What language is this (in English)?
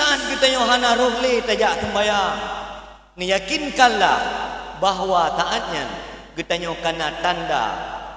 Achinese